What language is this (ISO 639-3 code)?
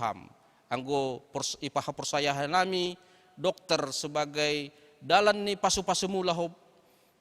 bts